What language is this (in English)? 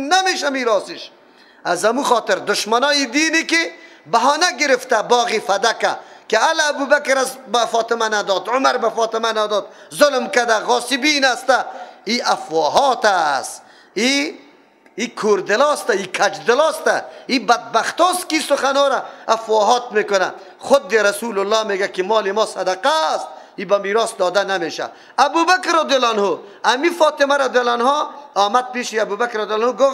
Persian